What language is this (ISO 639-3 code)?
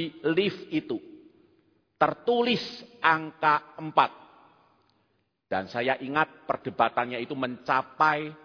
ind